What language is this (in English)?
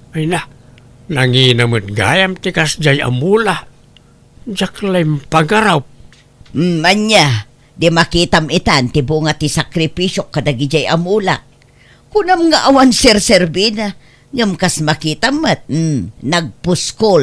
Iloko